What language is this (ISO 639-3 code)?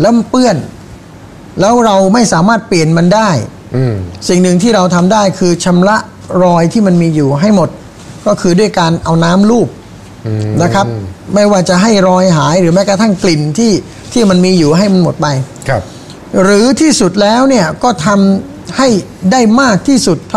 tha